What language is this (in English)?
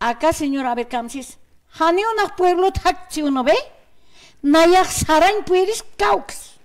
Aymara